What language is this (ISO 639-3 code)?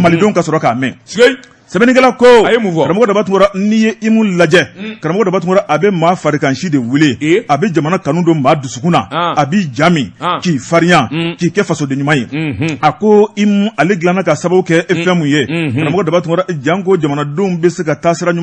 bam